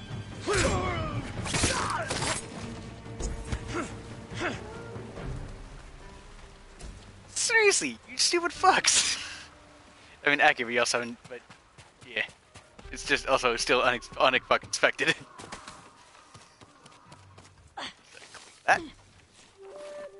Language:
English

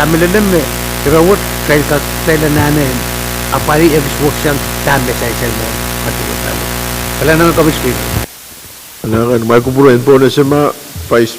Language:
Pohnpeian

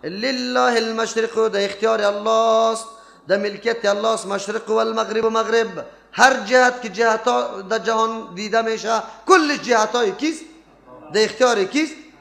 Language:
Persian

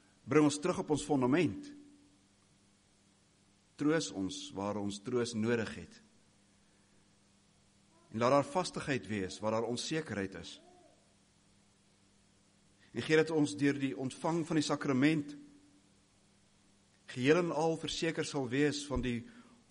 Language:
Afrikaans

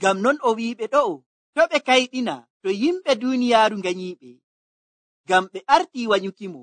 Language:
Nigerian Fulfulde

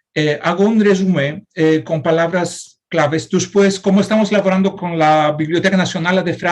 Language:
Ladino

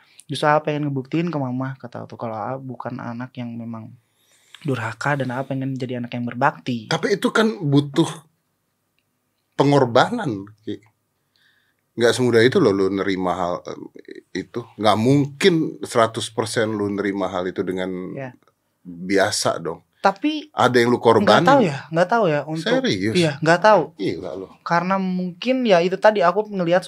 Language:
Indonesian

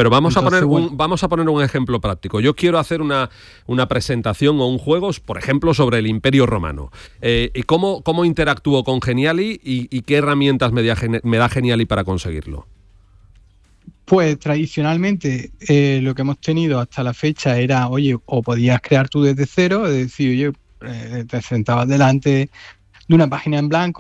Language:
Spanish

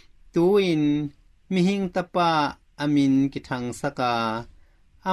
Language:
Tedim Chin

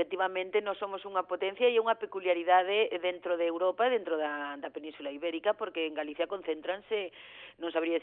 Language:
Galician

